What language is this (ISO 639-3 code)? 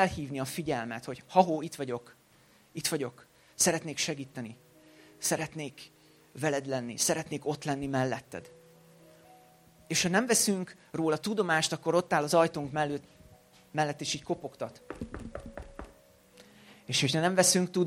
hun